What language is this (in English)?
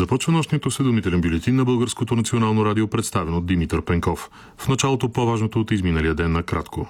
Bulgarian